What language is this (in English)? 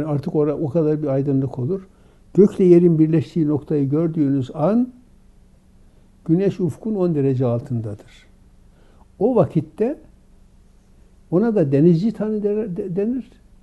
Turkish